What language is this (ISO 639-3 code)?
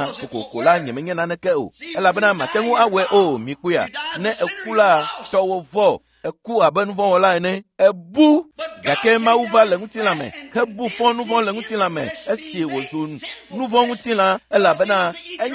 ewe